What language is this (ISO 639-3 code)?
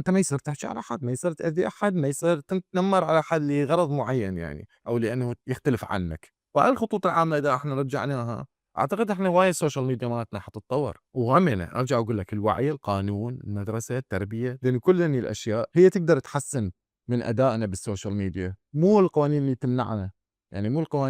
acm